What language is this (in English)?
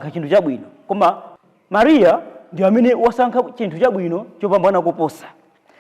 Nyanja